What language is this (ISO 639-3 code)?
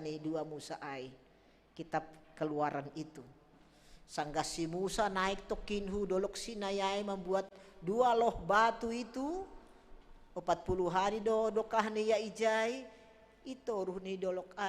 bts